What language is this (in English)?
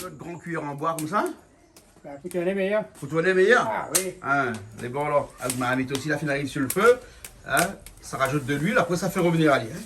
Réunion Creole French